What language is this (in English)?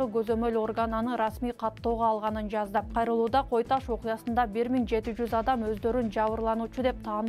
Kyrgyz